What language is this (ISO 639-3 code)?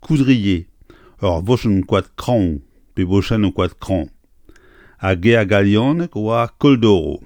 bre